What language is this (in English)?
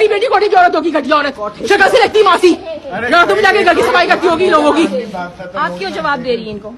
Saraiki